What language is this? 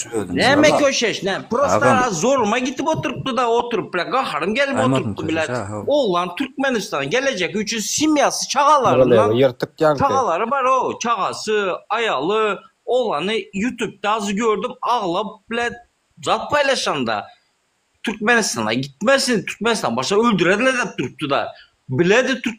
Turkmen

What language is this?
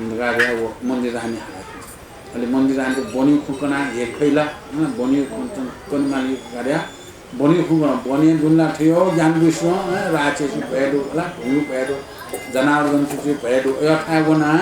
Newari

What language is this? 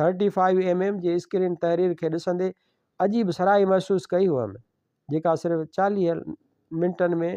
Sindhi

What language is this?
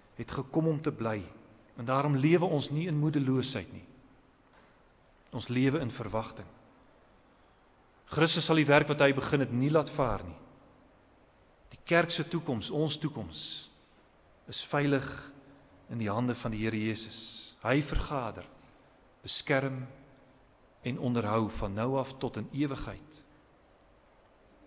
Afrikaans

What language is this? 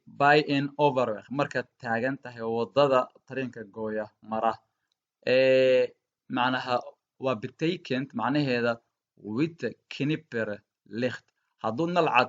Somali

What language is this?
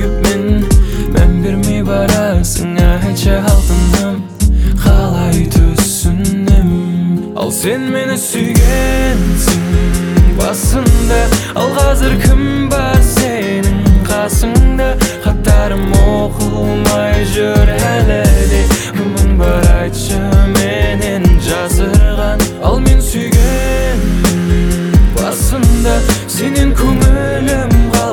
Kazakh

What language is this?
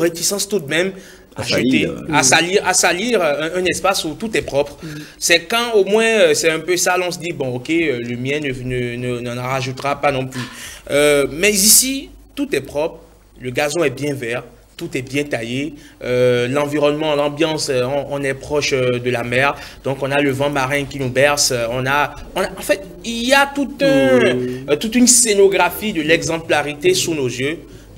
French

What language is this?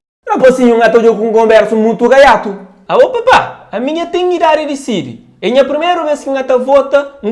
Kabuverdianu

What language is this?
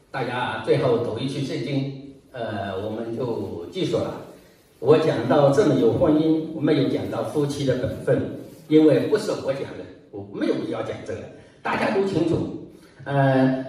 Chinese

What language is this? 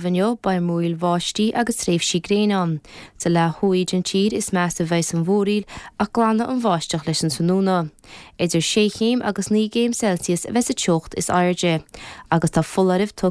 Irish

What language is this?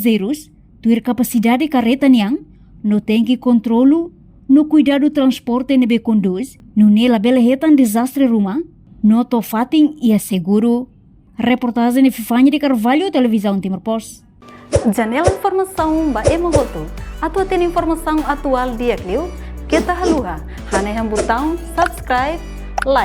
Tetum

